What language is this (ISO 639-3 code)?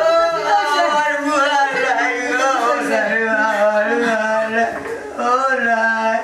syl